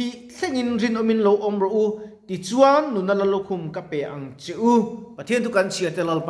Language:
Mizo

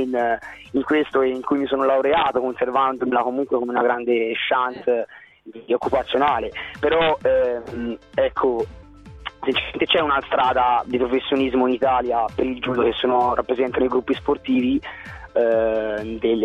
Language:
Italian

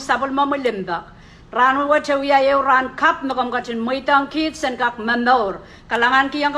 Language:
Pohnpeian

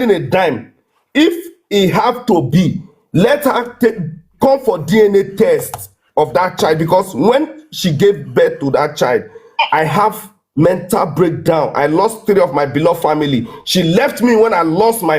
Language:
Nigerian Pidgin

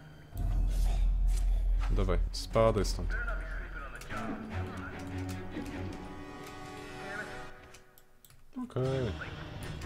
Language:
Polish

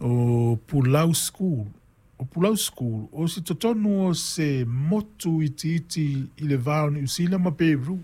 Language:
Samoan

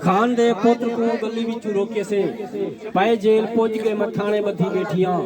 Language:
Saraiki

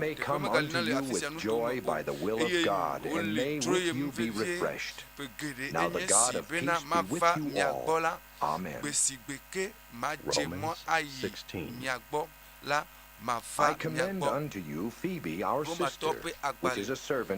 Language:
Ewe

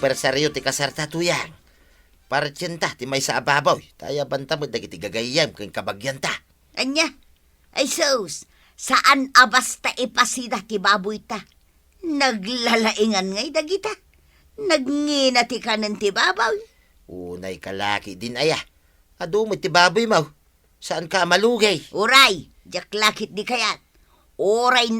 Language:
Iloko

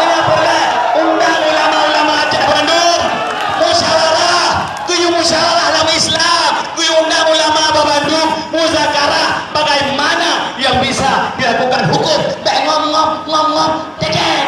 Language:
Achinese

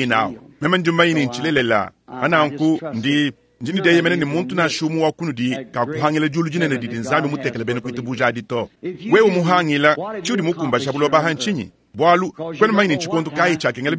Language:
Luba-Lulua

